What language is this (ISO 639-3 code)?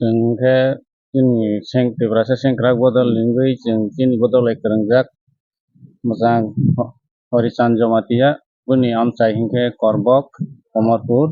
trp